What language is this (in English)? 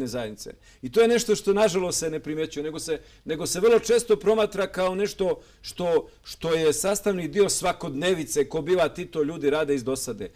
Bosnian